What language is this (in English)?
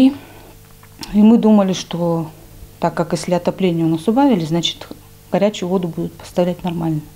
Russian